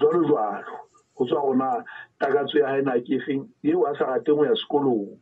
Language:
Southern Sotho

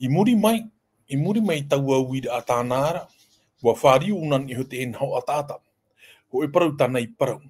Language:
Tahitian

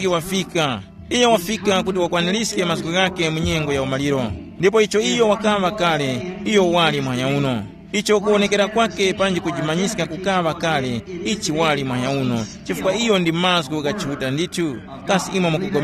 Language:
Tumbuka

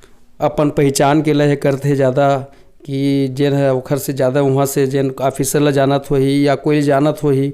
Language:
Chhattisgarhi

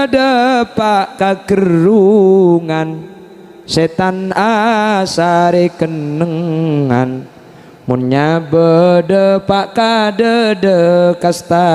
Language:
Madurese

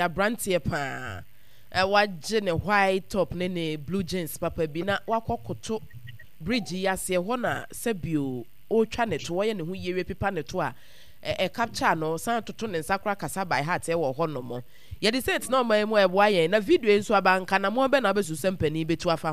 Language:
Akan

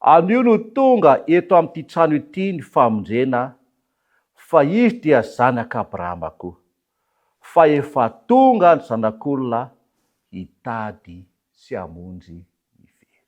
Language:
Malagasy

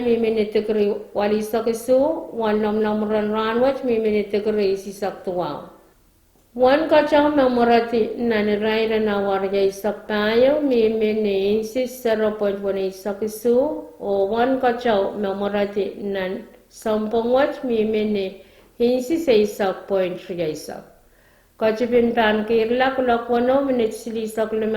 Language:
Pohnpeian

